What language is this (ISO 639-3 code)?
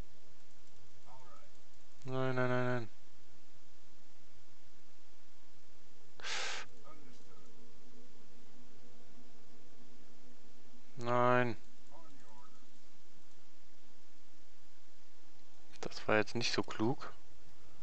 deu